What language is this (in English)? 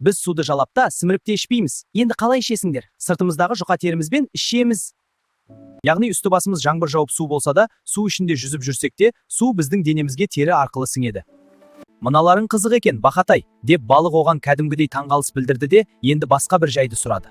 Kazakh